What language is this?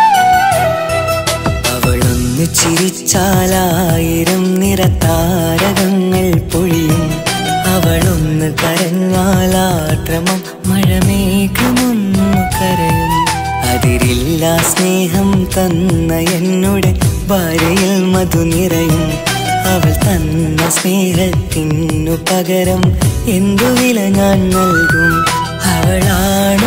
Malayalam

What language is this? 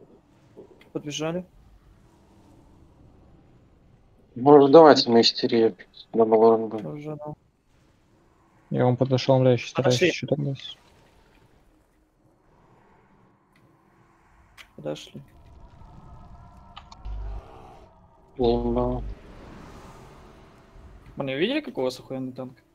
Russian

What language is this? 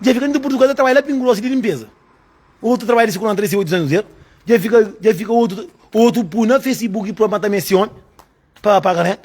Kabuverdianu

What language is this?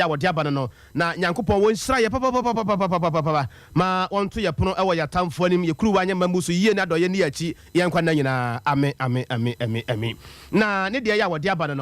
Akan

